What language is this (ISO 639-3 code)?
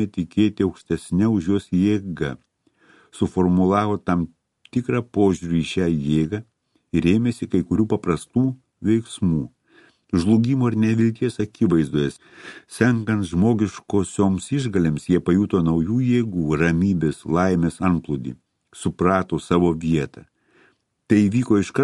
lit